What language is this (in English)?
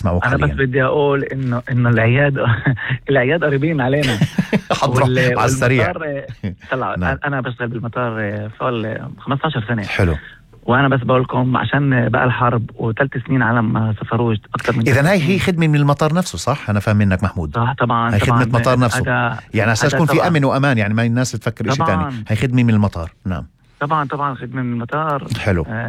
North Levantine Arabic